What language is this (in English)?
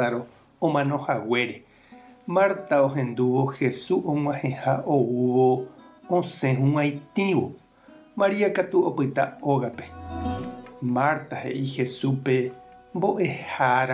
Guarani